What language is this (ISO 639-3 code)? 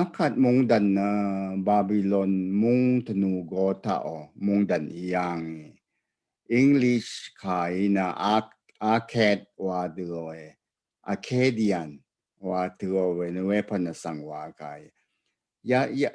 raw